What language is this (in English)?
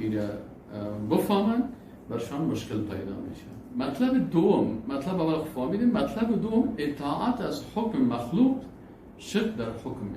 Persian